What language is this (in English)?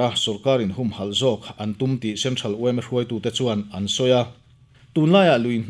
Mizo